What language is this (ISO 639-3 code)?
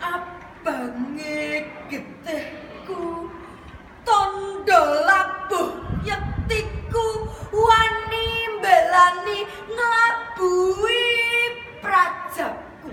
jav